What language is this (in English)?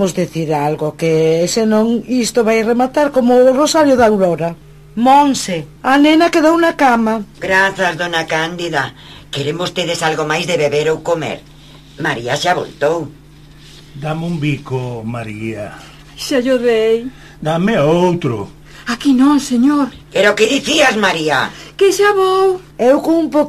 Galician